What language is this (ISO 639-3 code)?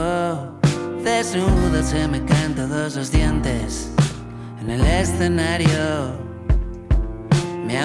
spa